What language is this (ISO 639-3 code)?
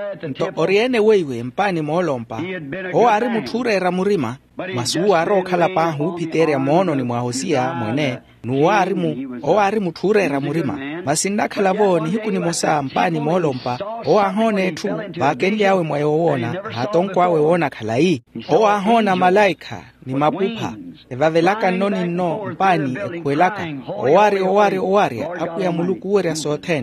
vmw